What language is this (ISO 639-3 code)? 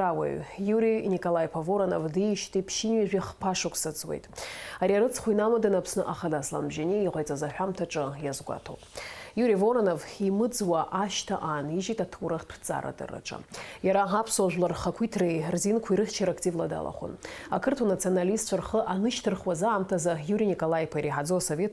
abk